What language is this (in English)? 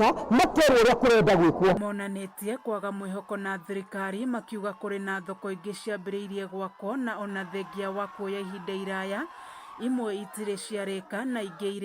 Kikuyu